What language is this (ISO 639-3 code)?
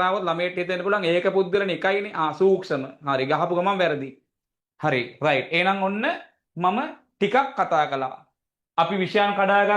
sin